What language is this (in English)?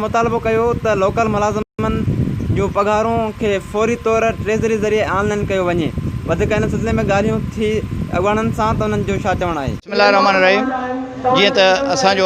Sindhi